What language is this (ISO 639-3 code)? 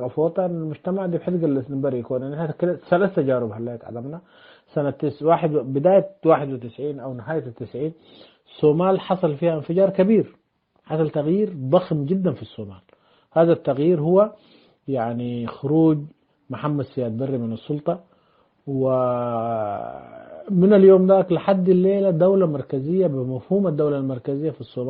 tig